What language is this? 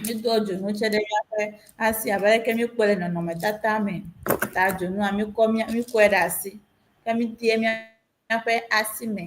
Ewe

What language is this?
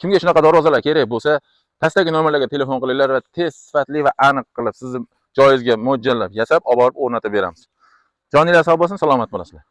Uzbek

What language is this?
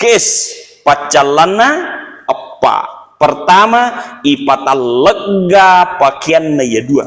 Buginese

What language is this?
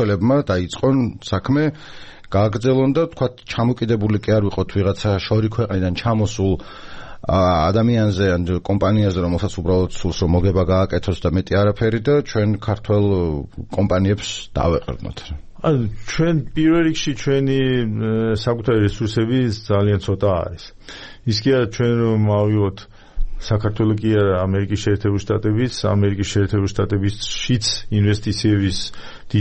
Georgian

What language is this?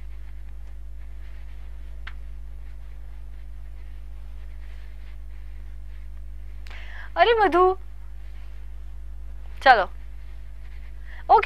Hindi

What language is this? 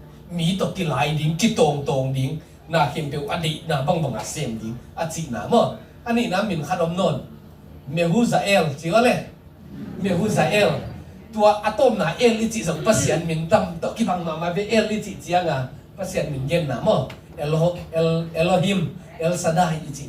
Tedim Chin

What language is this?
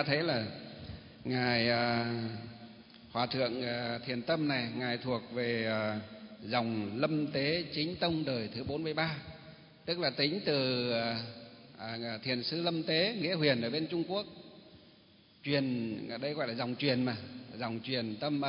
Vietnamese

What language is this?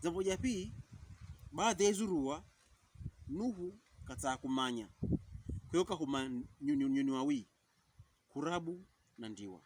Pokomo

